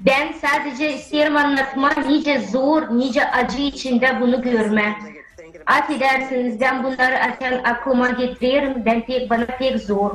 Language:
Gagauz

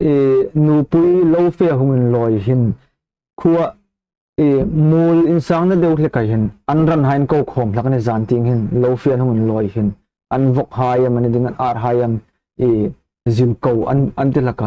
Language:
Hmar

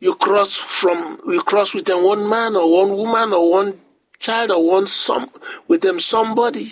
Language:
Bislama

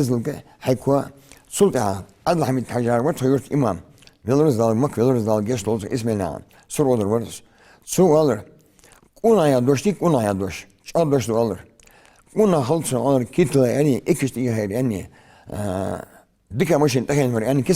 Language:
Ingush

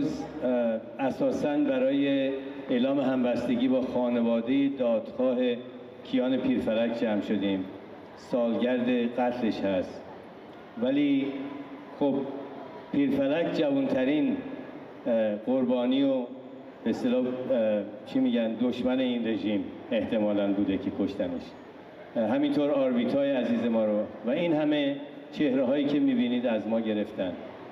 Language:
Persian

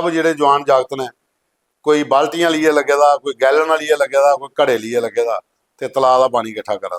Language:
Dogri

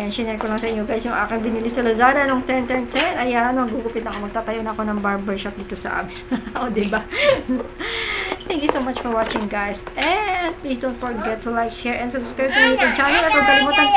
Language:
Filipino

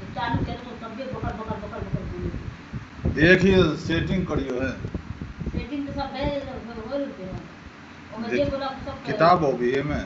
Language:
Maithili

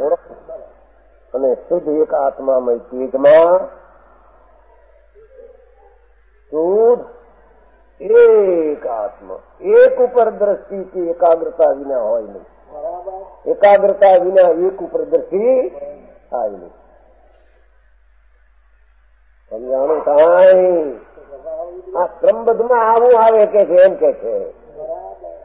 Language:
Gujarati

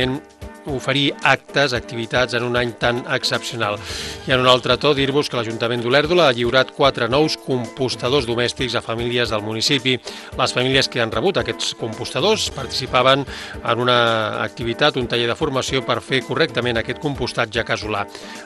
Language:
Catalan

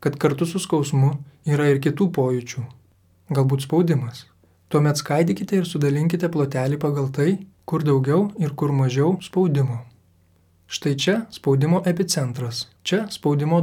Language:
Lithuanian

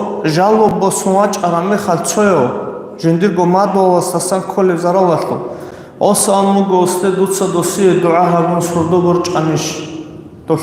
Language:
Avaric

